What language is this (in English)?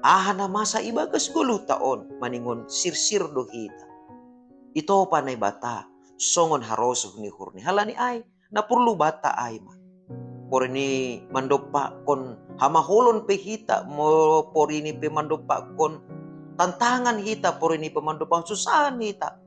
Batak Simalungun